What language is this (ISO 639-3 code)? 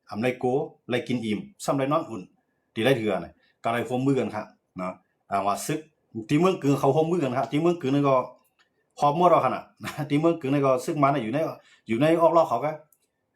shn